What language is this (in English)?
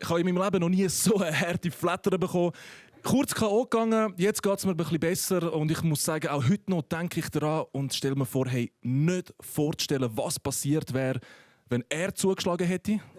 Swiss German